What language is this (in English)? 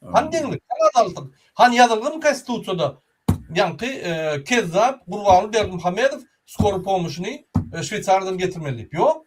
Turkmen